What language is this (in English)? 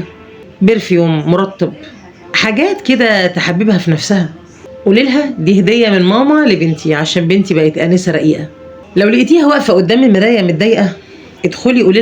Egyptian Arabic